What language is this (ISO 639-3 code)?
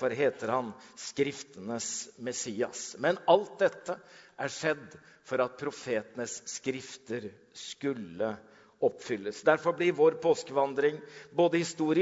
nor